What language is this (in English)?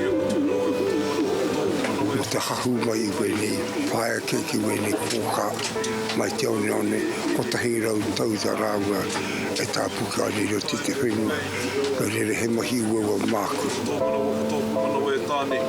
Māori